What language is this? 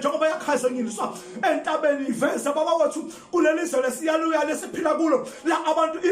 Zulu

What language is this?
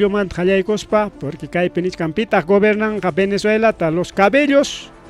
Ayacucho Quechua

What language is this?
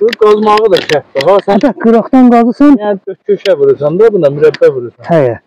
South Azerbaijani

